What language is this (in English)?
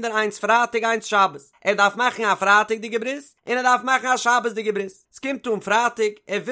Yiddish